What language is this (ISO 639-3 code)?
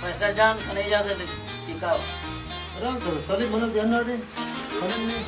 brh